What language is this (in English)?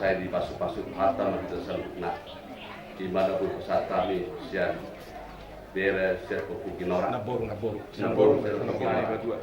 Batak Toba